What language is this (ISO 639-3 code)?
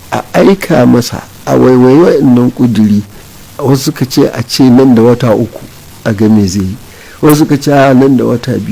hau